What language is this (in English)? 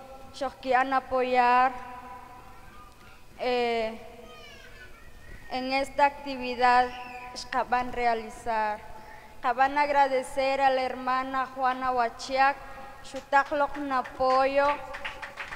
Spanish